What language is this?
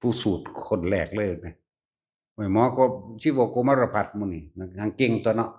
Northeastern Thai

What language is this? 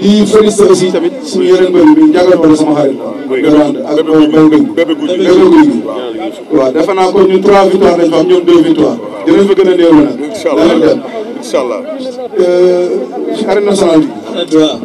Wolof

